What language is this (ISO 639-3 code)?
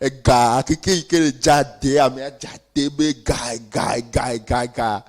ewe